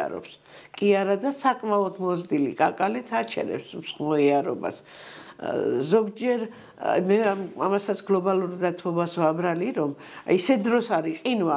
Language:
Georgian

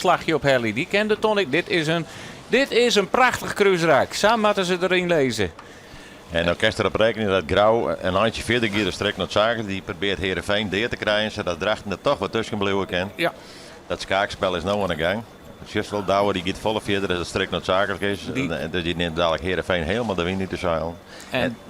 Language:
Western Frisian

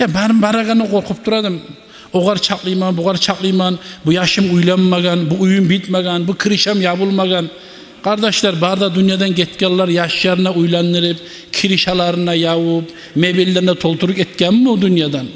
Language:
Kumyk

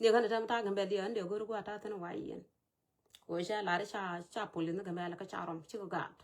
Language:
Nuer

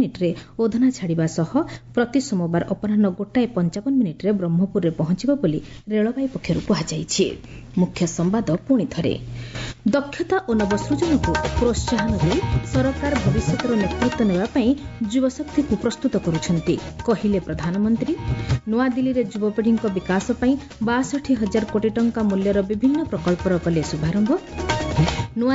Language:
Odia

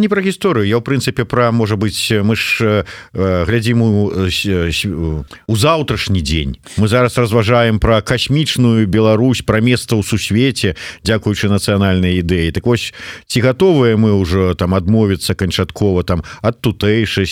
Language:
Belarusian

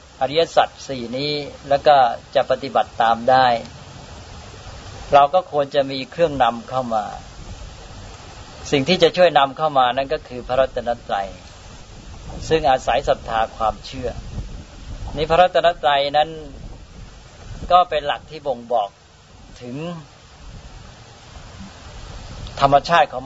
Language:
Thai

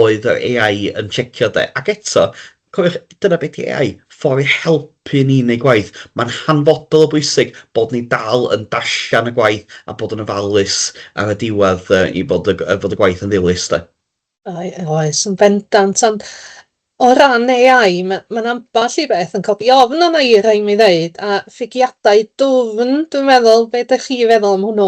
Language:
Welsh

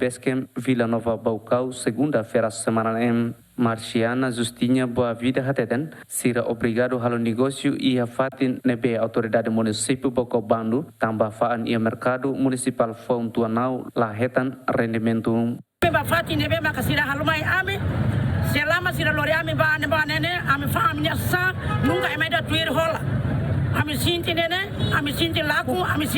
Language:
Tetum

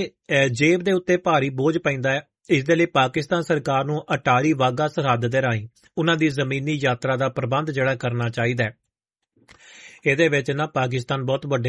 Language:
Punjabi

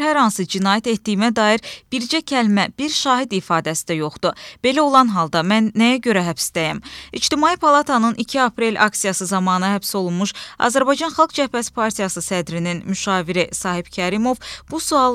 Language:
Azerbaijani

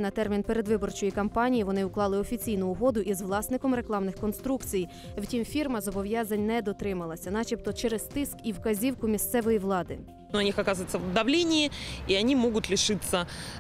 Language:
Ukrainian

